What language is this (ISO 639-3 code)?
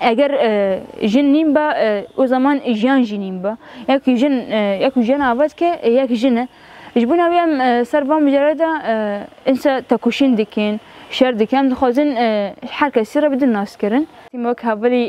kur